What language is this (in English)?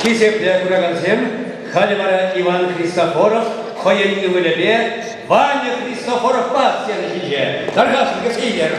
Chuvash